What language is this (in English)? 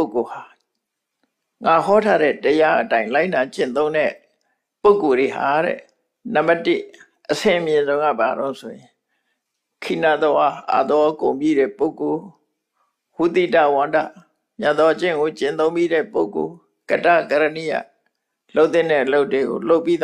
Burmese